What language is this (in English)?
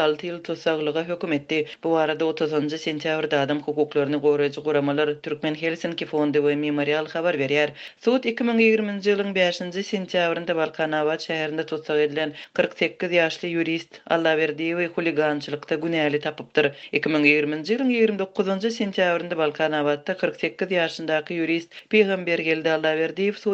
Turkmen